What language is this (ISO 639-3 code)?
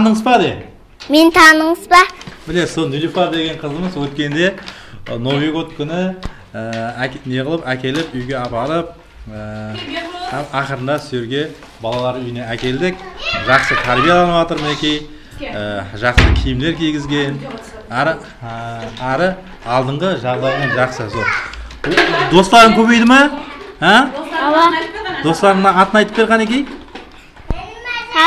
kaz